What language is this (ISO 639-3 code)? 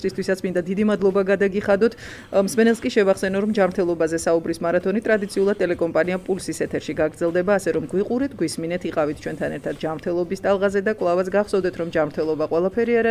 kat